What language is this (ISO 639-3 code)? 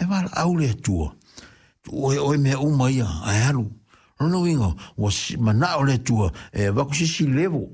smo